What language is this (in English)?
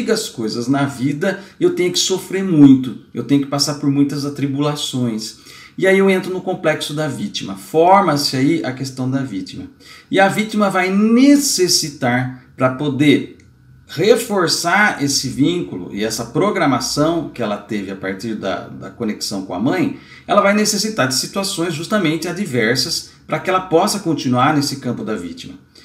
Portuguese